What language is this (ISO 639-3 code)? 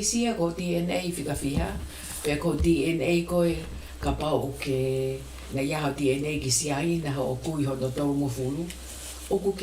ton